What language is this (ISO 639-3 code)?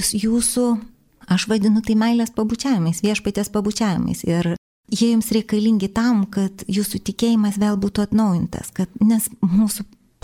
lit